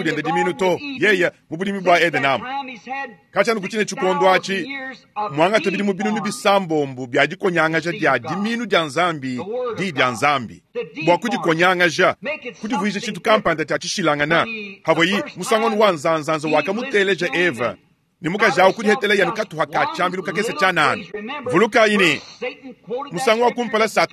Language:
Luba-Lulua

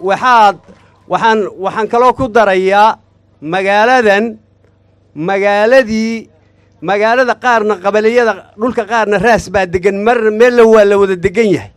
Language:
Somali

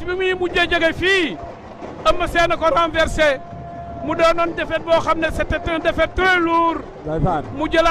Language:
Wolof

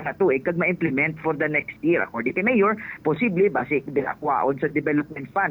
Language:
Hiligaynon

